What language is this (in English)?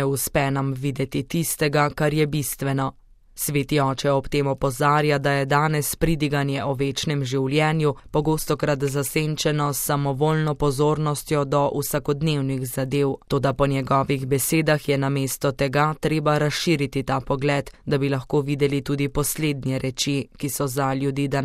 Slovenian